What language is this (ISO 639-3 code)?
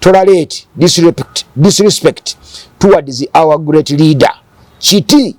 lug